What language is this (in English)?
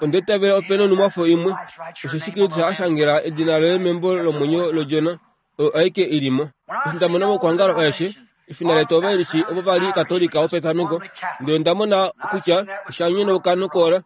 Kuanyama